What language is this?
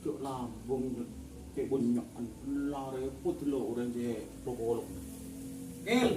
Madurese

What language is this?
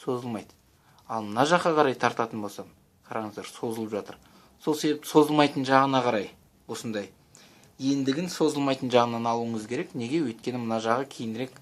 Kazakh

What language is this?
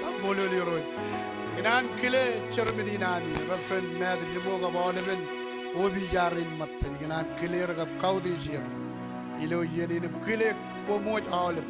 Marshallese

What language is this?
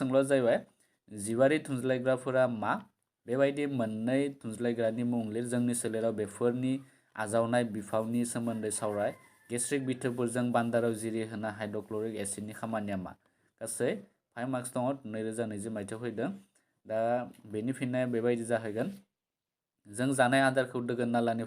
Bodo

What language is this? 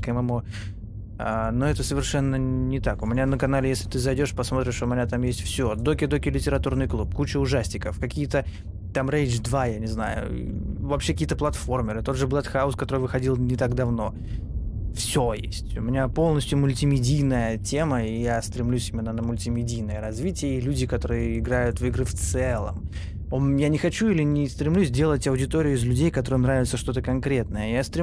Russian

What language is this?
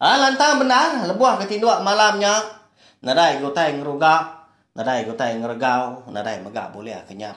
Iban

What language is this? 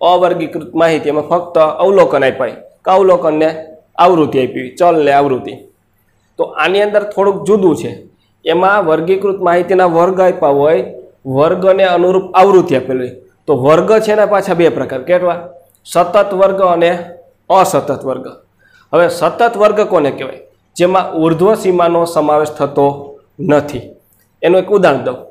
Gujarati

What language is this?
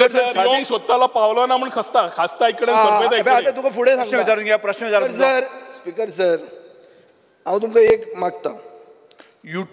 Konkani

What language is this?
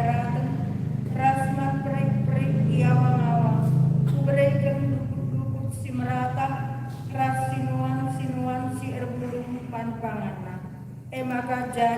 Batak Karo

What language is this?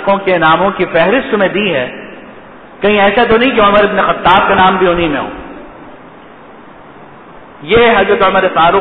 Urdu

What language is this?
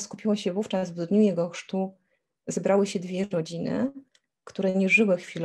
Polish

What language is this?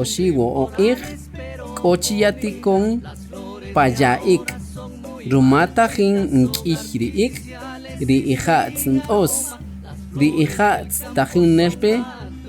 Kaqchikel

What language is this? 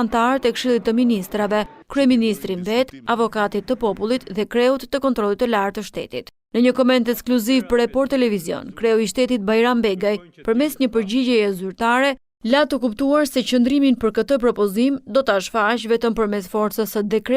Albanian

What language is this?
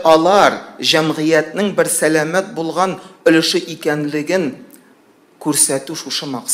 Tatar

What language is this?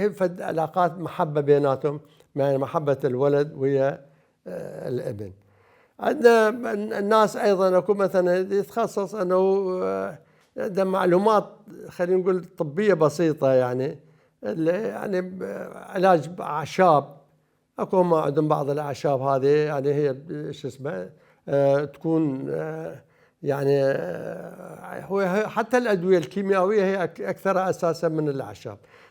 Mesopotamian Arabic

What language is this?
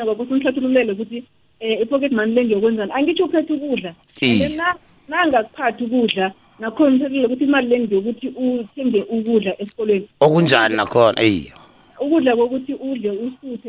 South Ndebele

